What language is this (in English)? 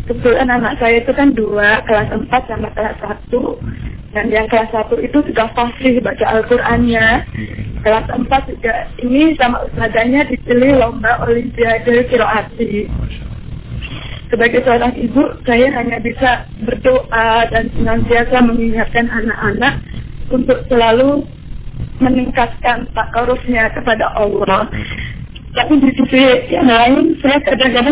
Indonesian